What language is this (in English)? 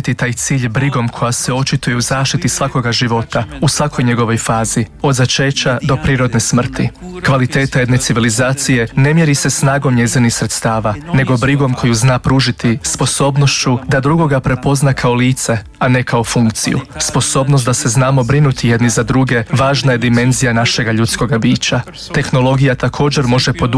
Croatian